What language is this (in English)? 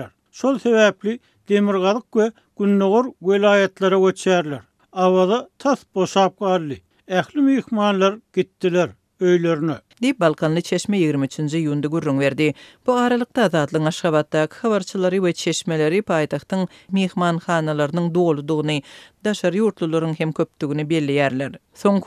Turkmen